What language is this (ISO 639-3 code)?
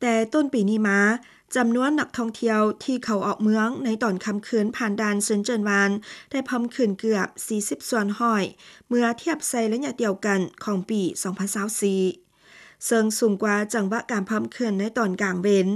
lao